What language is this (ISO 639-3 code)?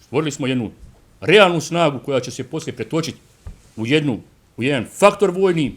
bos